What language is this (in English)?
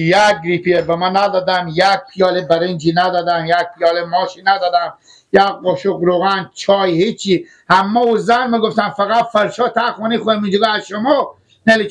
Persian